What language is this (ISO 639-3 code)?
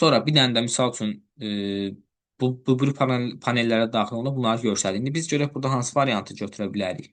aze